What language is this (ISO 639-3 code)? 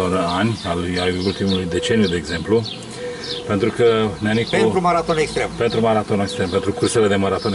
ron